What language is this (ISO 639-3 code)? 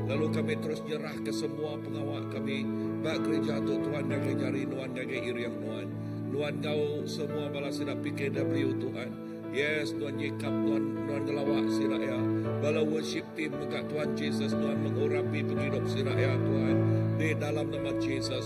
iba